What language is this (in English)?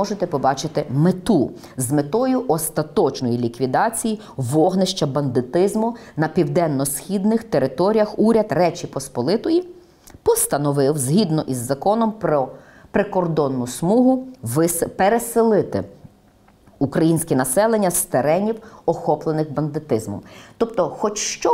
Ukrainian